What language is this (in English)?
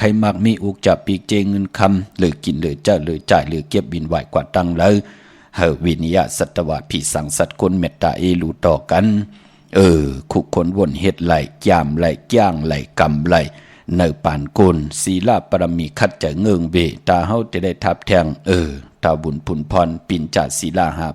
Shan